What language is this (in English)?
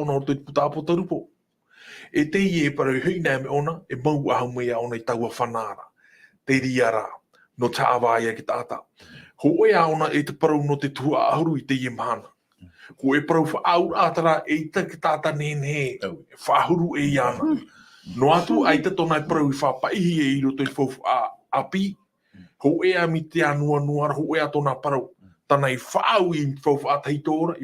Tahitian